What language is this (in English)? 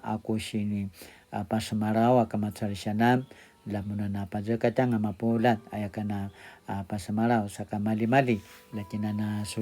Paiwan